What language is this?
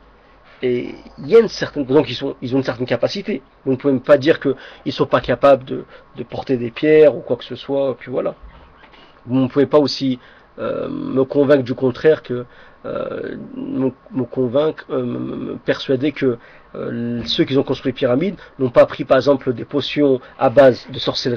French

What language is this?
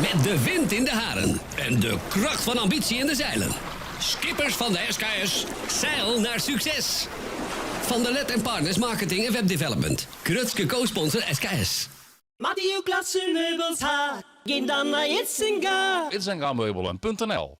Western Frisian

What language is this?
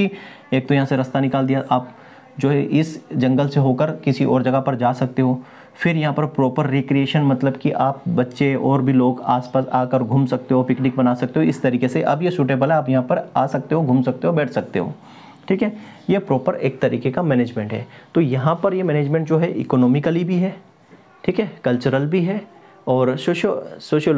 Hindi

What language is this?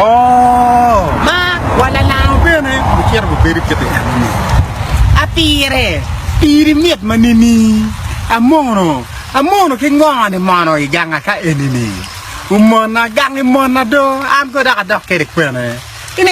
Acoli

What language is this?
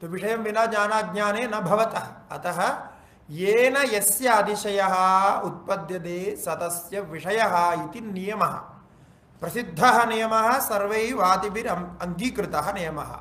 Sanskrit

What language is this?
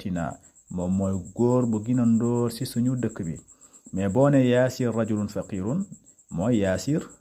Wolof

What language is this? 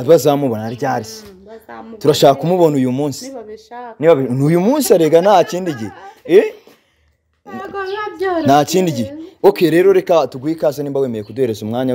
Kinyarwanda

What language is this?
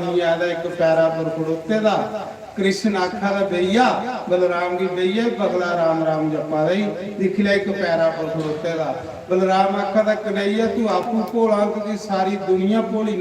Dogri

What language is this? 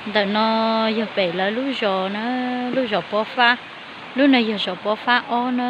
Hmong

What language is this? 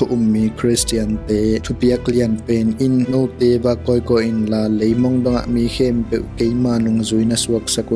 Tedim Chin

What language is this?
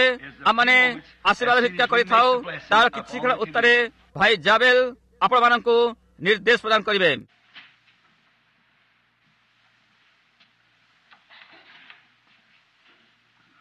Odia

